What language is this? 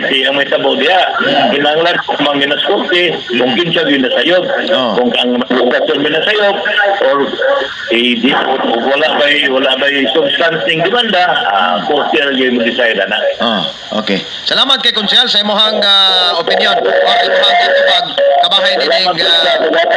Cebuano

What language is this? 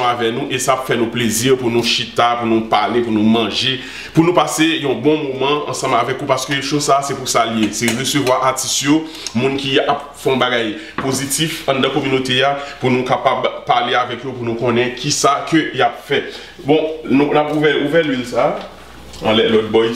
Haitian Creole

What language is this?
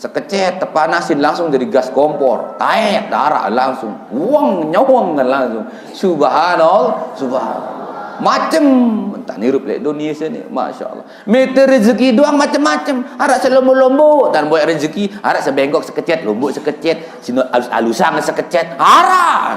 Sasak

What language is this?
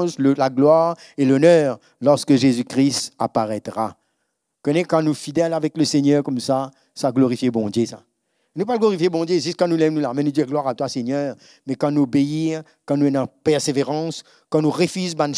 Morisyen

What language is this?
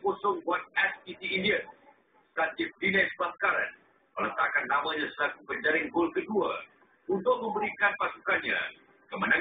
Malay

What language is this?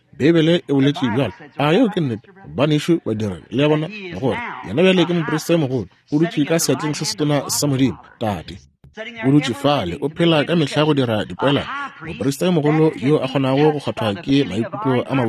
Northern Sotho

